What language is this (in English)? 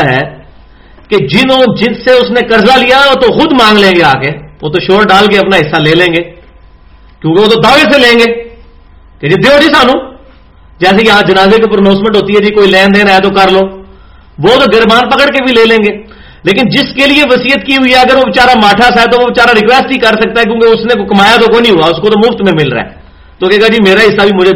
Urdu